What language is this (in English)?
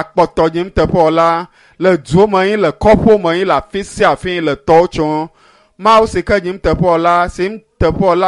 Ewe